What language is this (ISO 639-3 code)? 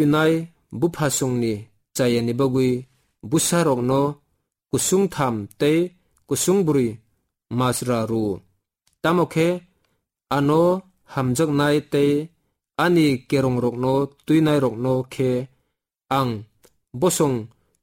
trp